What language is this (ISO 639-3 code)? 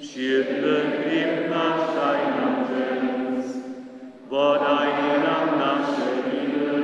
hsb